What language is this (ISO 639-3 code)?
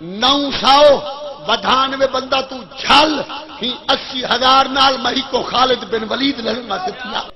skr